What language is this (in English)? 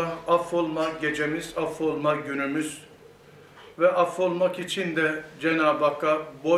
Turkish